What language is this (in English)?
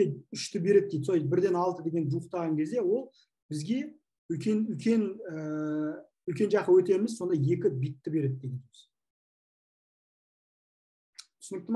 Kazakh